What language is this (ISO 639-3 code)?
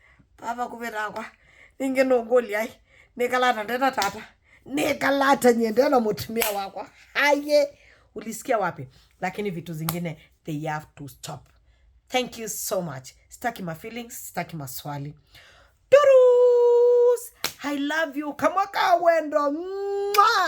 kam